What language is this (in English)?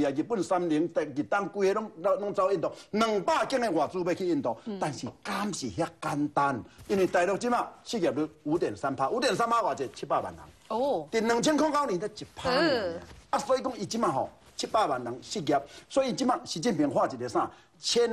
Chinese